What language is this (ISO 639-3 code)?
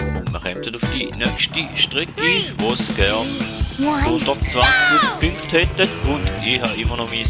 gsw